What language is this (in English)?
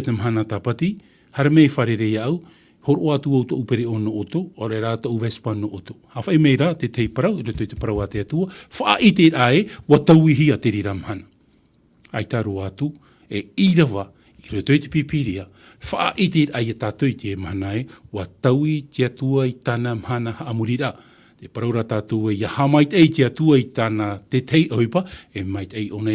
Tahitian